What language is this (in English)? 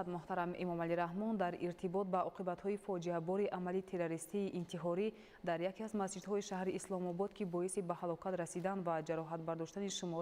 Tajik